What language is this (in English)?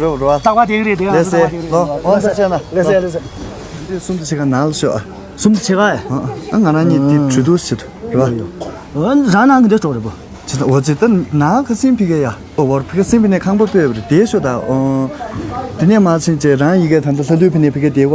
Tibetan